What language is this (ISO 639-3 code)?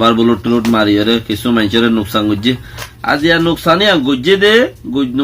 rhg